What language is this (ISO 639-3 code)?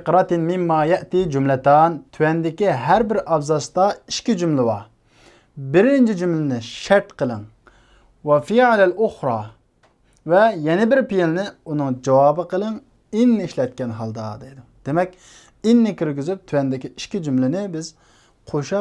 uig